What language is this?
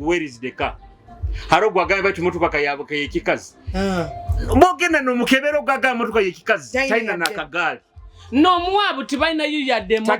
Nyoro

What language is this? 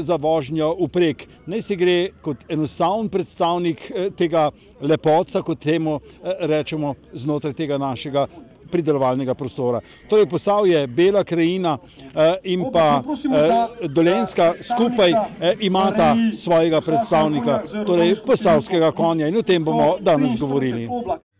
Slovenian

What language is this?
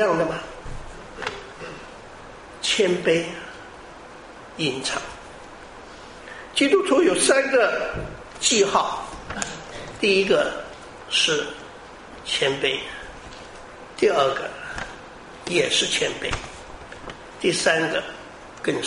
Chinese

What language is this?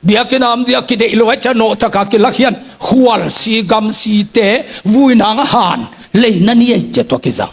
Tedim Chin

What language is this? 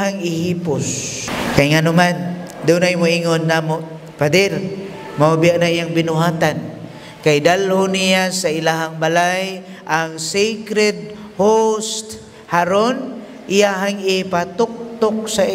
Cebuano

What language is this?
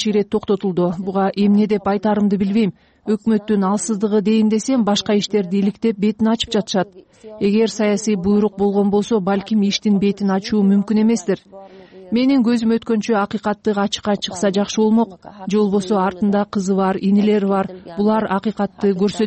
Kyrgyz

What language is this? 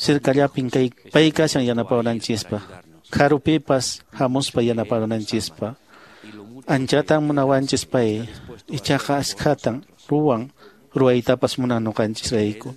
Quechua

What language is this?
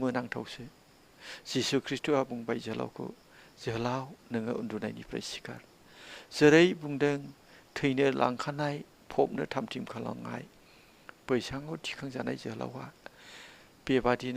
Bodo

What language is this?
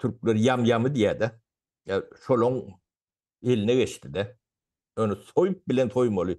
Turkmen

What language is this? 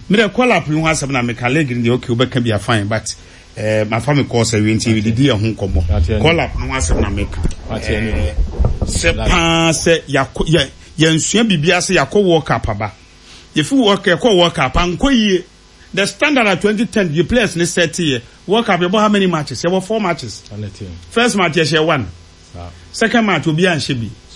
Akan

